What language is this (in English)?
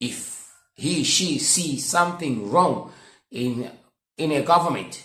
English